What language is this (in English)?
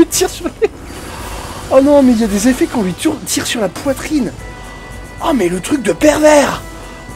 French